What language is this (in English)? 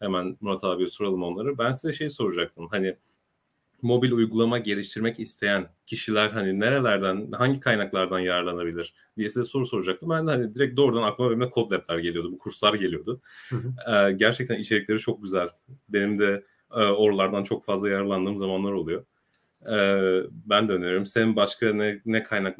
Turkish